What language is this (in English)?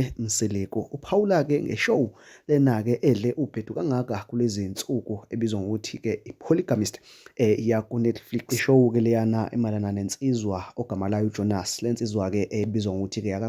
Zulu